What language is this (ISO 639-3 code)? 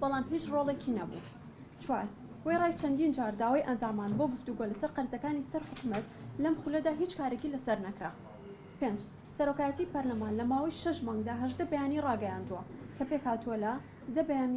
ckb